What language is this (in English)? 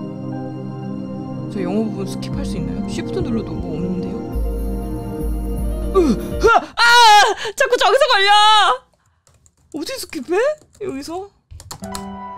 Korean